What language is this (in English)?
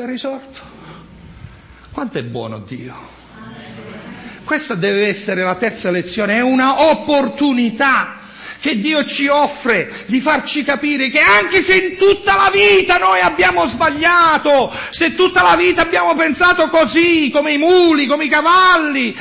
Italian